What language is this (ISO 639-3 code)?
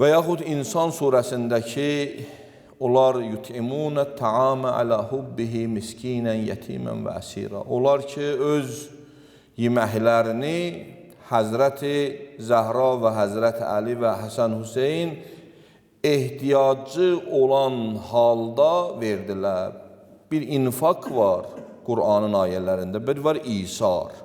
aze